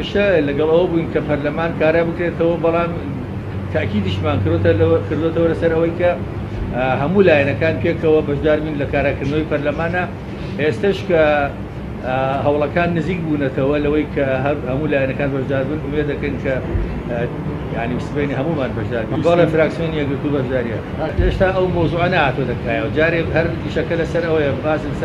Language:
Central Kurdish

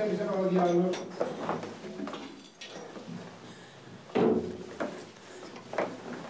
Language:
Greek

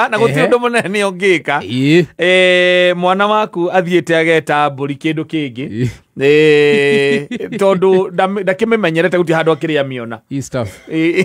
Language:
Kikuyu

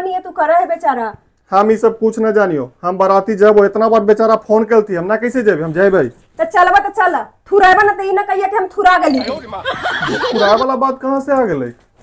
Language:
Magahi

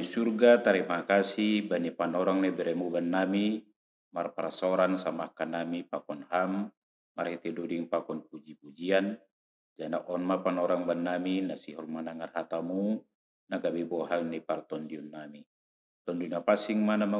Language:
Batak Simalungun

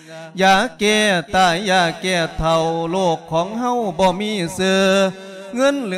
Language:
Lao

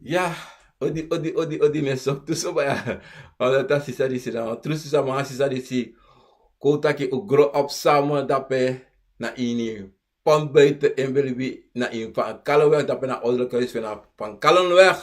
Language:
Sranan Tongo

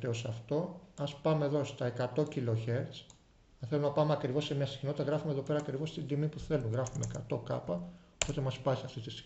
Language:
Greek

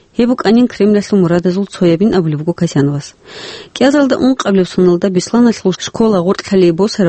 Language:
Avaric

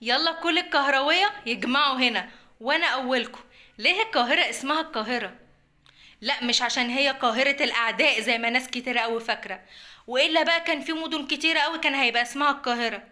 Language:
Egyptian Arabic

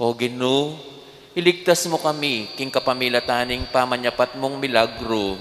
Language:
Pampanga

